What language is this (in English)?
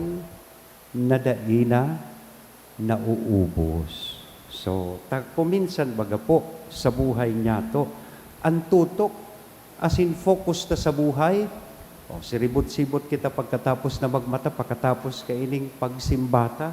Bikol